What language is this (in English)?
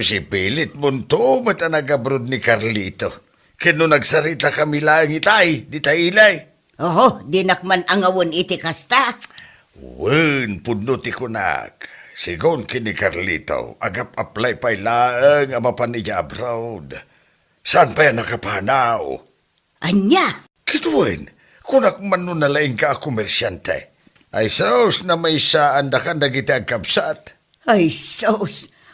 Iloko